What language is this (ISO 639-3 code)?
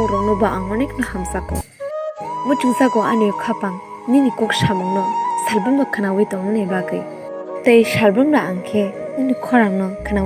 trp